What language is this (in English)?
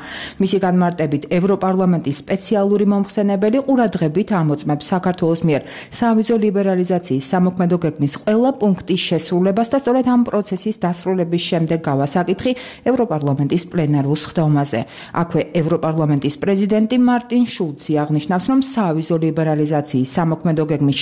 Georgian